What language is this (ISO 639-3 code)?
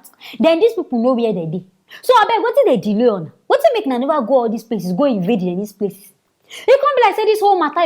pcm